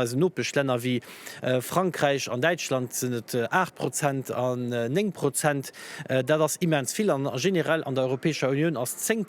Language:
Luxembourgish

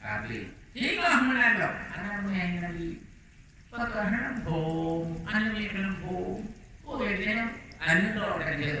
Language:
Achinese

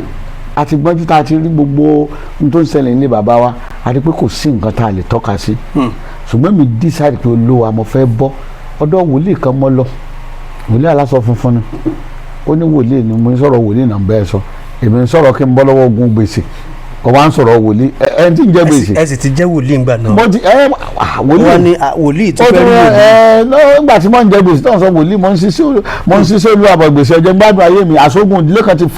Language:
Yoruba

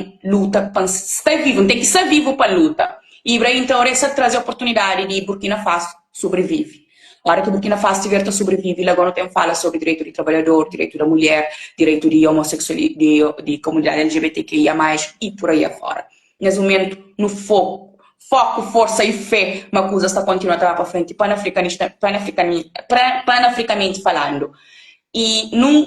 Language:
Kabuverdianu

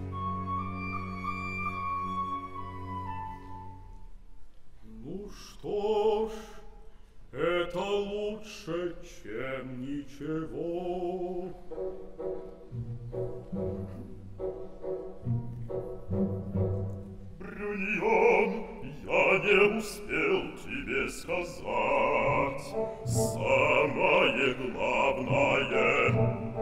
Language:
Russian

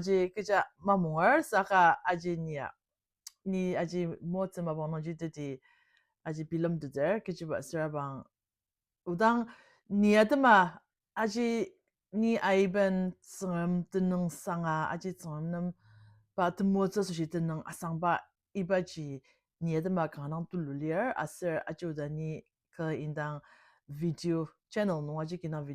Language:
Ao Naga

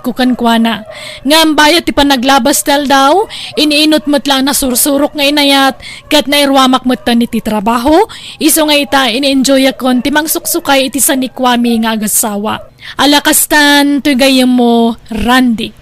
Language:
Iloko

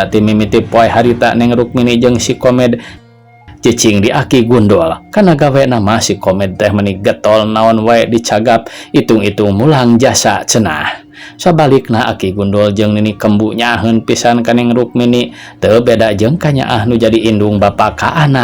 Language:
Sundanese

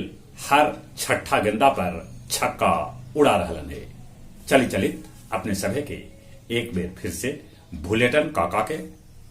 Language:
Magahi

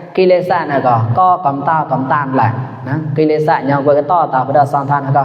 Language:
Mon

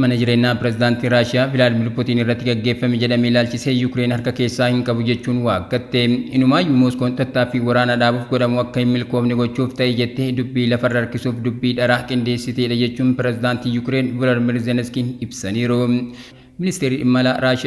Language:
Oromo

